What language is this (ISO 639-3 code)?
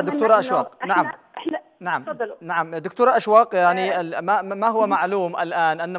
ara